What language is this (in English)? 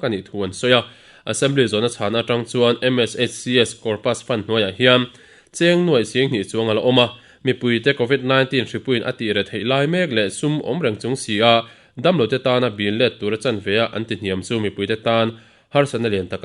Mizo